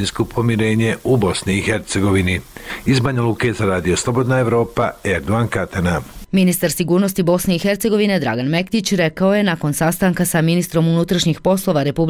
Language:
Bosnian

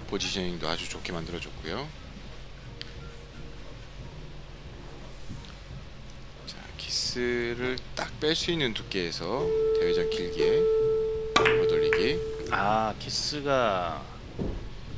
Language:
Korean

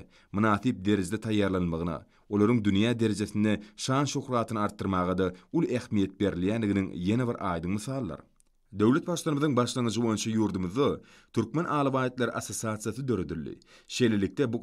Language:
Turkmen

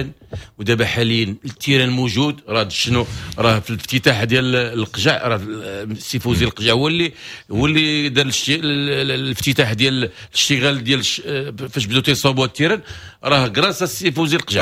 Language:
Moroccan Arabic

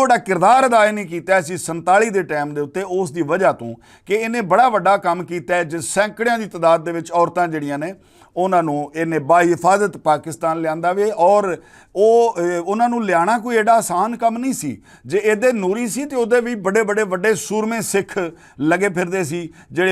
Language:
Western Panjabi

